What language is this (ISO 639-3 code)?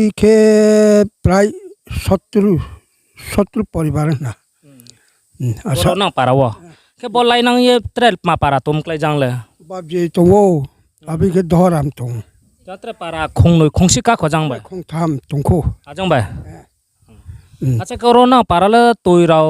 ria